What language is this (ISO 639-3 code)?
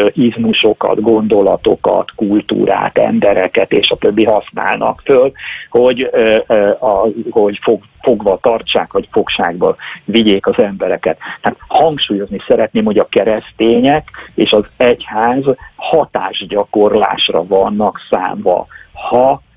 hun